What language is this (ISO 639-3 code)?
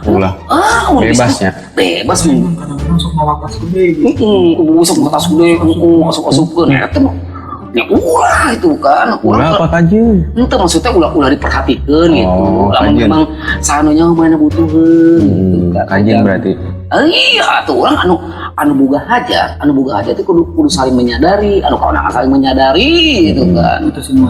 sun